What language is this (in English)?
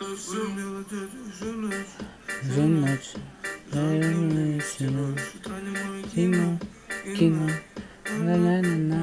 Yakut